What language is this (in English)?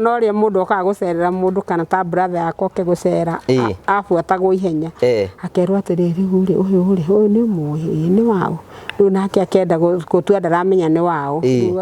Kikuyu